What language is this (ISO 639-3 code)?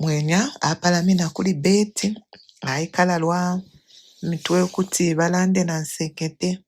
bem